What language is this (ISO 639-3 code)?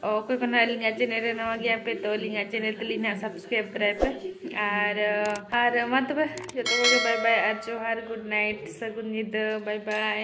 sat